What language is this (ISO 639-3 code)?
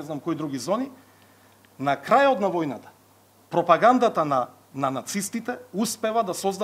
mkd